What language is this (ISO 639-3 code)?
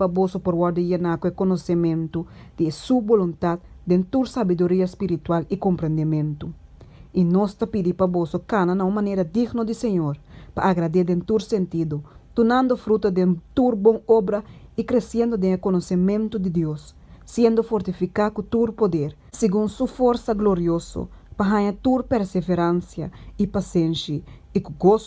pap